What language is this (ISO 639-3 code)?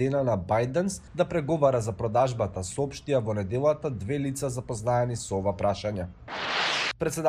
mkd